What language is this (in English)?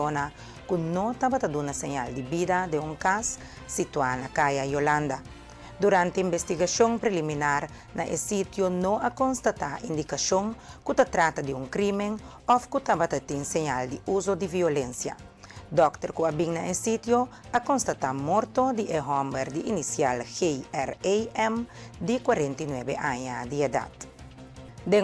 Papiamento